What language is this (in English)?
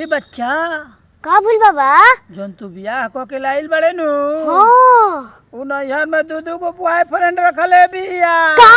Bhojpuri